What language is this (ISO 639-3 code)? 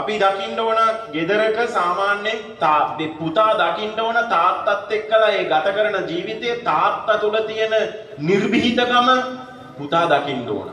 sin